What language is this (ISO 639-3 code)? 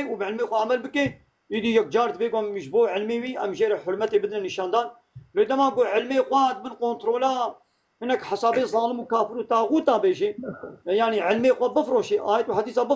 kur